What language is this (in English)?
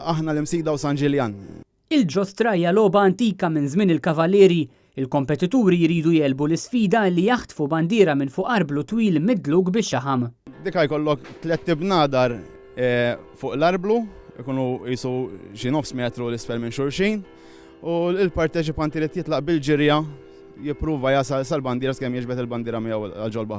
Maltese